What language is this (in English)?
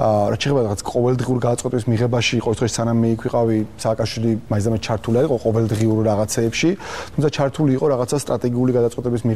Georgian